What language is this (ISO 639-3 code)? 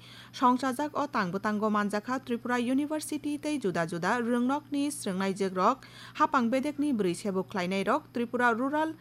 trp